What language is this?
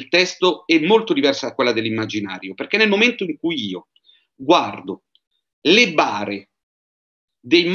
Italian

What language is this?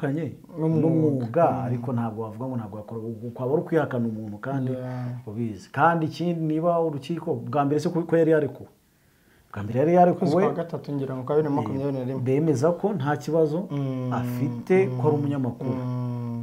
Kinyarwanda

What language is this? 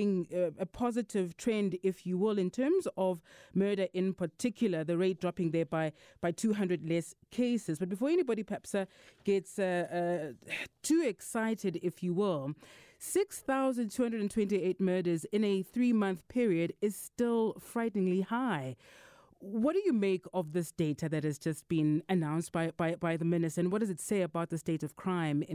English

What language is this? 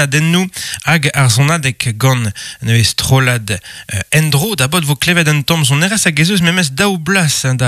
Breton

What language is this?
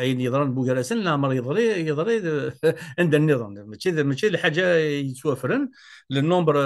Kabyle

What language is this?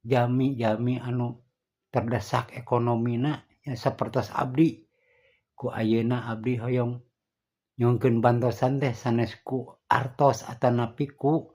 Sundanese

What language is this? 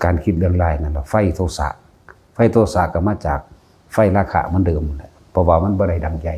Lao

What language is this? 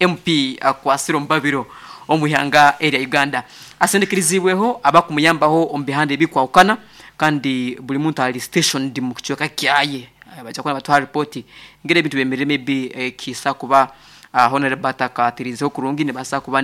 Nyankole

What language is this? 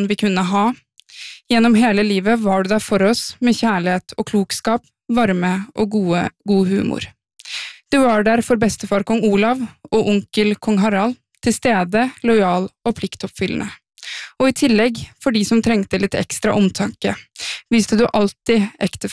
Norwegian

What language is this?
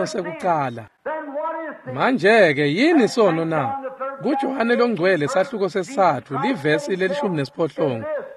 Swati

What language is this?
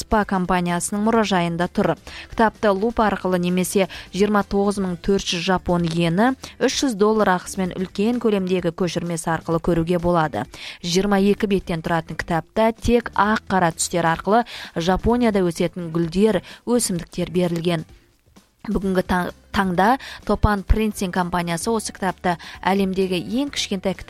Kazakh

